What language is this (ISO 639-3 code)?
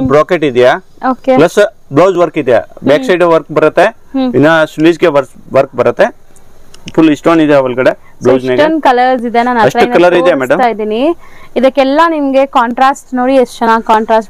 kan